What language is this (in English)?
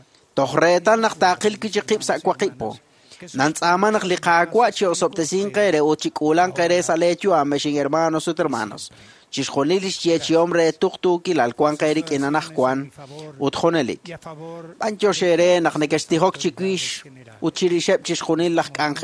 Kekchí